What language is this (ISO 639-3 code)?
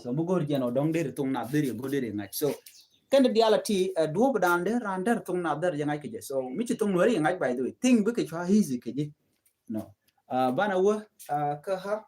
nus